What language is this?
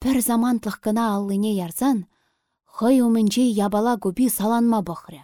Chuvash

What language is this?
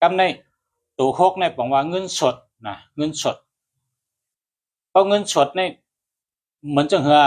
Shan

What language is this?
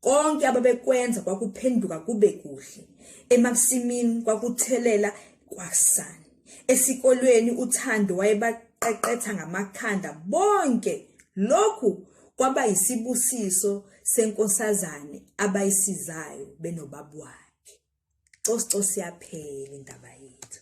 Zulu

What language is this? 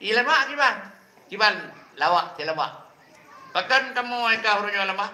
Achinese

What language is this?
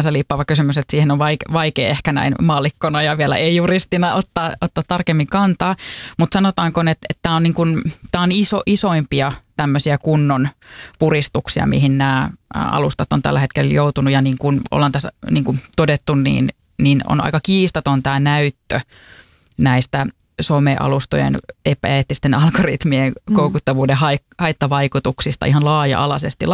Finnish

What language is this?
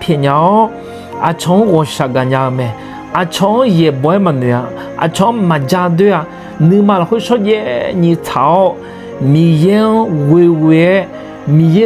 Akha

